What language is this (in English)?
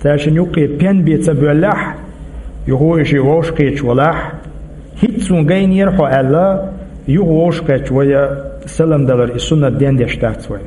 Chechen